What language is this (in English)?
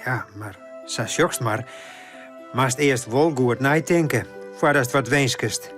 Western Frisian